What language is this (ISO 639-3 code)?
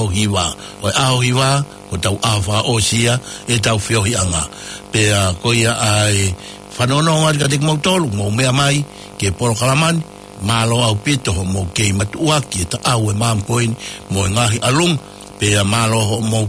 ton